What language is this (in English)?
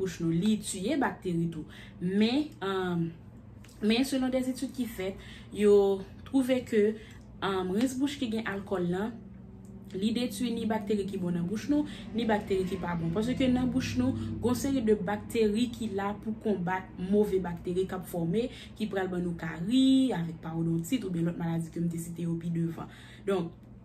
Haitian Creole